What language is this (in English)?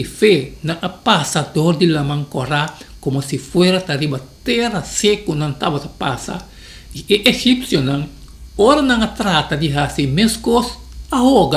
Papiamento